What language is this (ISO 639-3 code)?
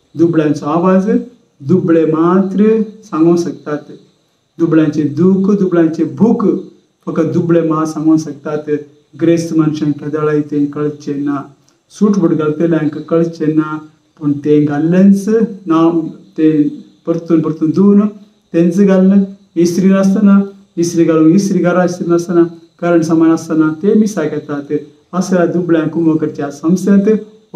kok